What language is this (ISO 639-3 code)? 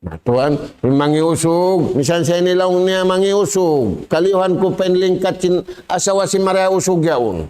tsg